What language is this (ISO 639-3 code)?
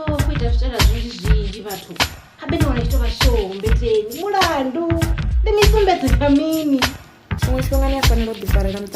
ven